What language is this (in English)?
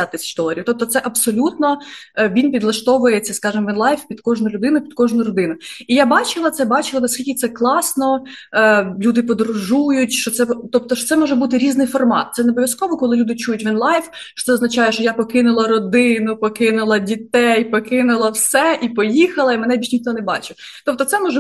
Ukrainian